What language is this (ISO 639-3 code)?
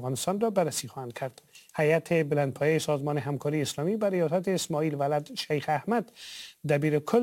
fas